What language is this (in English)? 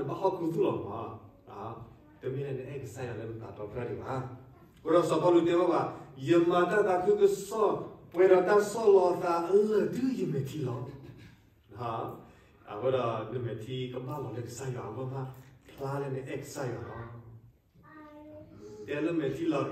S'gaw Karen